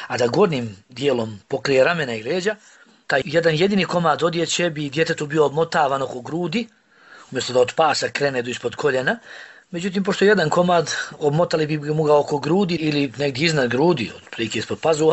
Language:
Bosnian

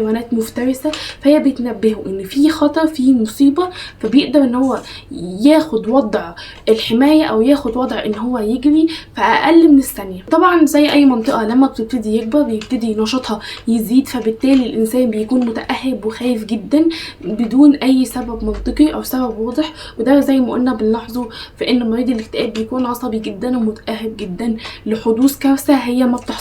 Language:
Egyptian Arabic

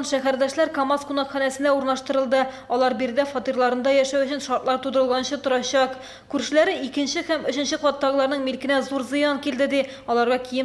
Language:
Tatar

